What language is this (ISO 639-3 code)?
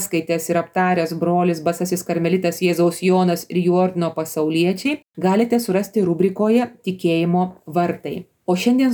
lit